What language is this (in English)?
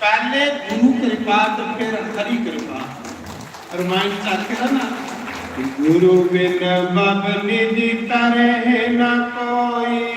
Dogri